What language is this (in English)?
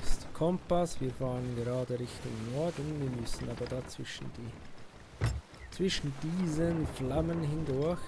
Swiss German